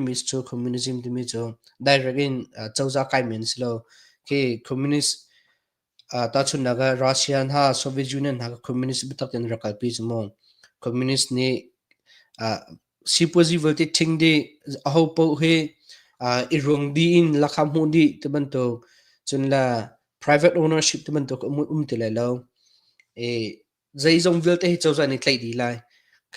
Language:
Hakha Chin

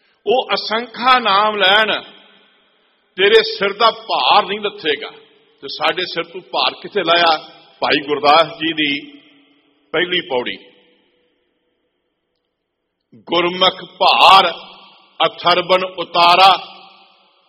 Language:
Punjabi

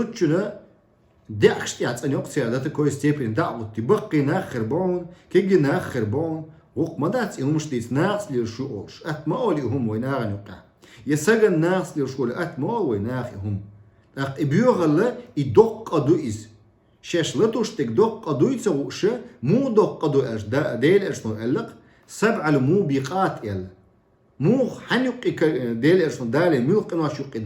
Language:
Chechen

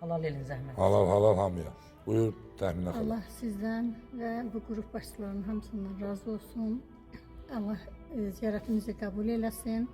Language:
Azerbaijani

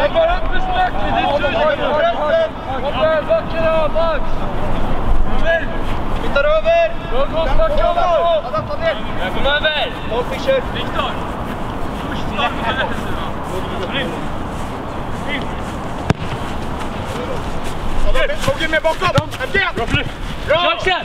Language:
Swedish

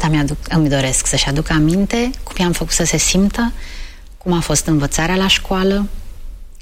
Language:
Romanian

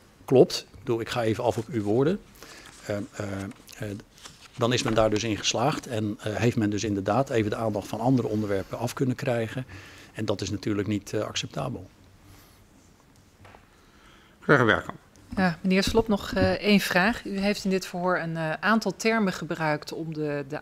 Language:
Dutch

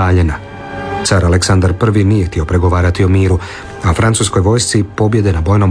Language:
Croatian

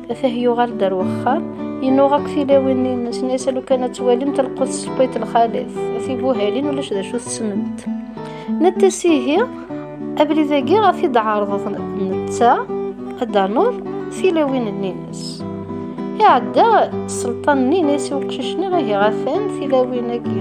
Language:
Kabyle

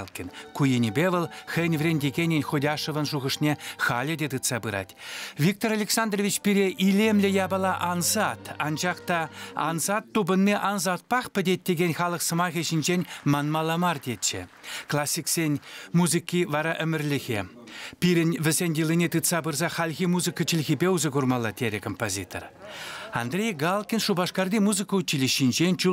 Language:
Chuvash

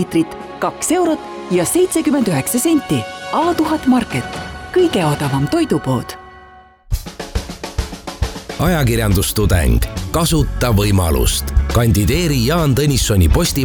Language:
Estonian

